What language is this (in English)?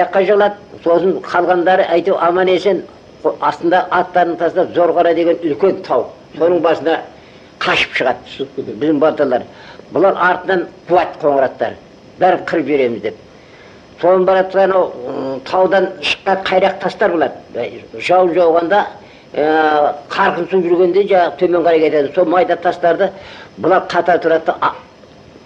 Kazakh